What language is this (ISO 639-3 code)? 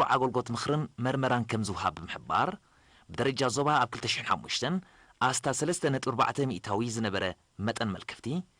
tir